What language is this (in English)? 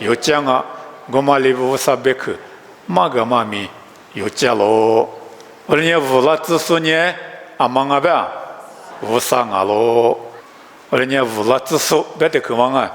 Lisu